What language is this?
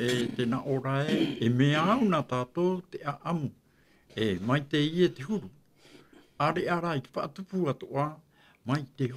Tahitian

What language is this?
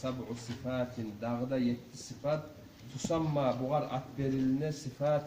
Kumyk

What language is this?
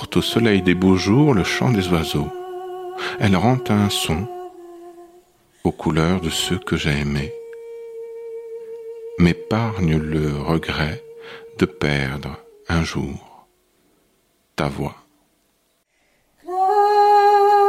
French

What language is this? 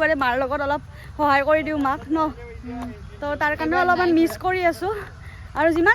Assamese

